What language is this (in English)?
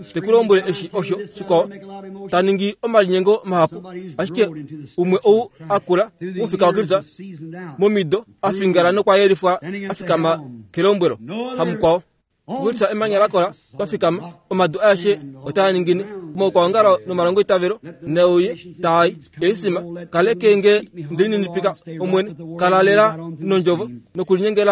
Kuanyama